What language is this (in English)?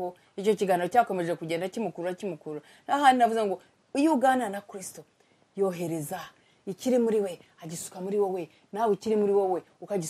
Kinyarwanda